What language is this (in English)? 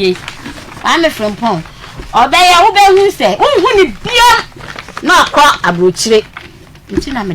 Akan